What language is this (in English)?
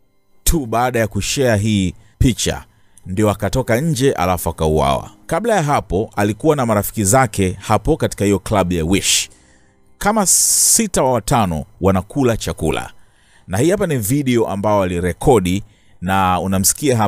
Swahili